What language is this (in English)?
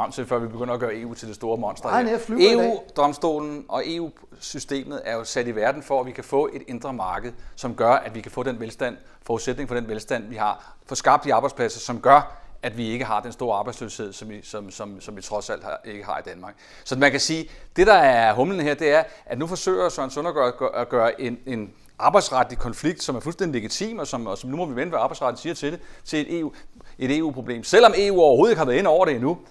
Danish